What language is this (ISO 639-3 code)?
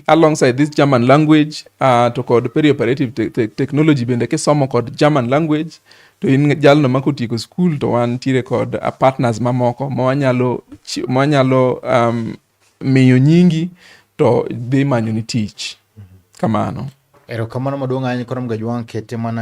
luo